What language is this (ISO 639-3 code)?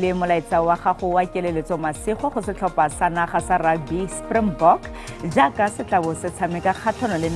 tsn